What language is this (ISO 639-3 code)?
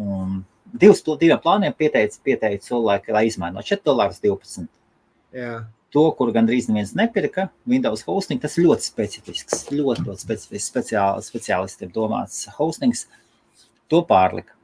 lav